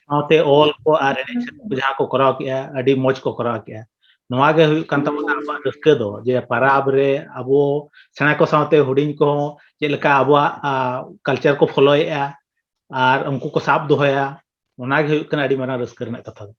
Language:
Santali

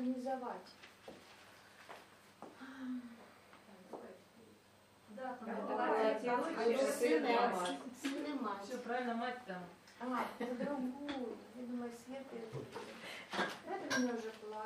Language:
Russian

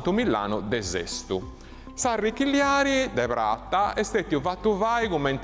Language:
Sardinian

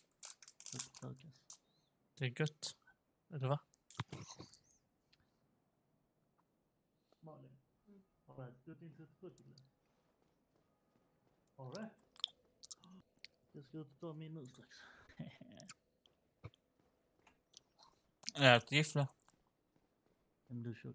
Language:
Swedish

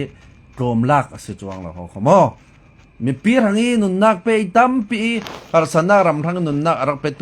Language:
Falam Chin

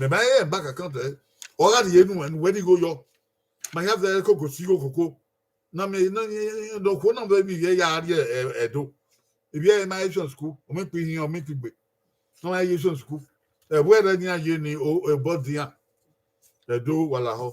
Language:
Bini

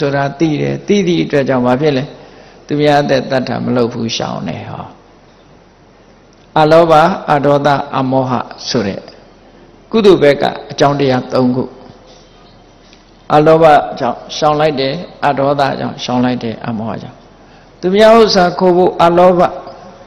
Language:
Burmese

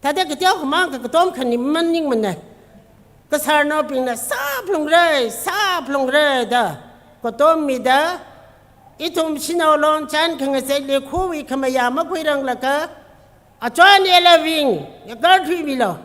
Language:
Tangkhul Naga (India)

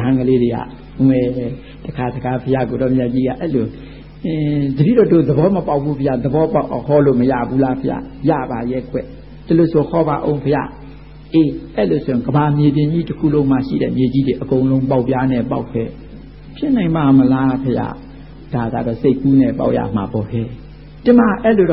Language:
Burmese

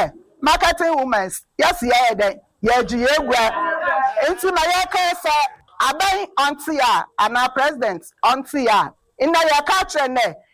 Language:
Akan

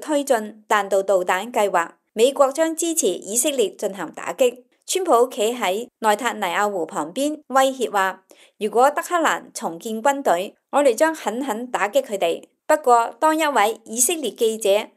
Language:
Cantonese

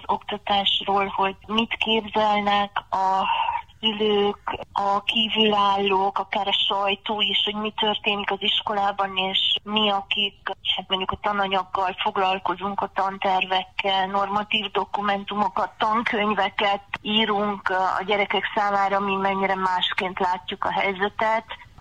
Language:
Hungarian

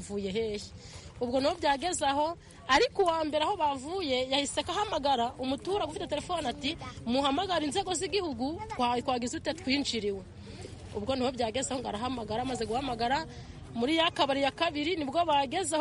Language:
Kinyarwanda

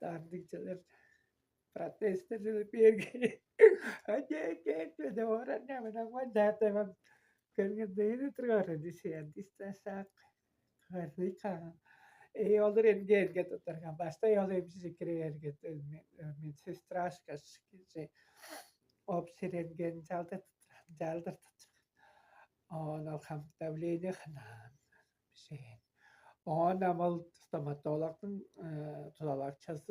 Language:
Tuvinian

